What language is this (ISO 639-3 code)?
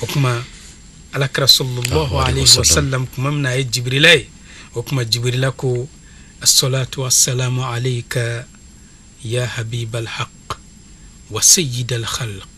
bam